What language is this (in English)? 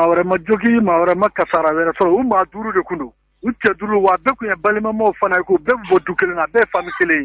Bambara